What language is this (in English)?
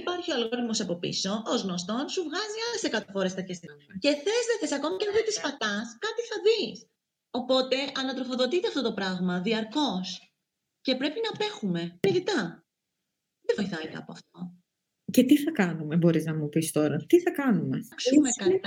Greek